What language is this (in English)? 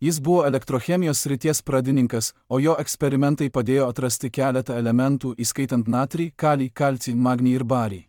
Lithuanian